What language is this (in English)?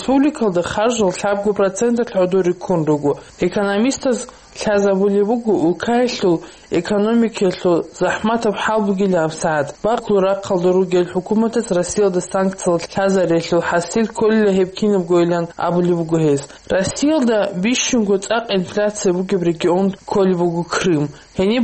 Avaric